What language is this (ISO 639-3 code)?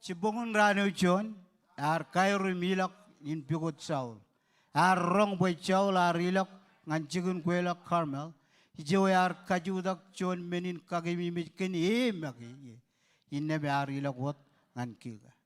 mah